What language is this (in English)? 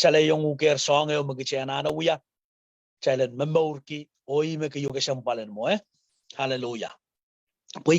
Pohnpeian